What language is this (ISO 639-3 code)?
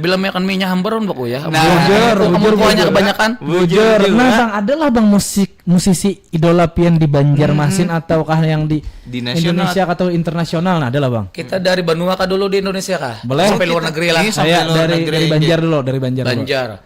bjn